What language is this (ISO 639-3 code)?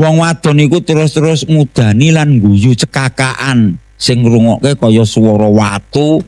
jav